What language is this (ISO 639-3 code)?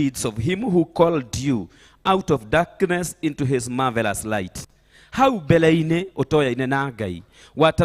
kik